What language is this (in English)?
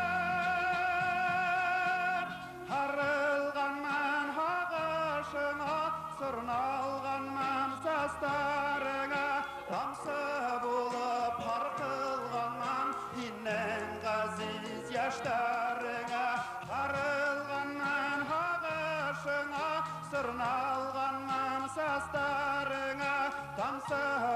Bashkir